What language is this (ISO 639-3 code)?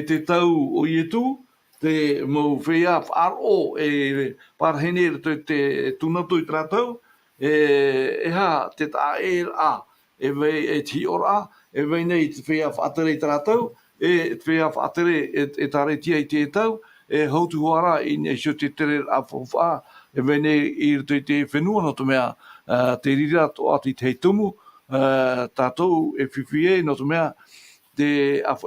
tah